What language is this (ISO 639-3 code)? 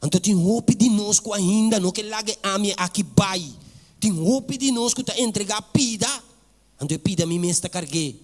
pap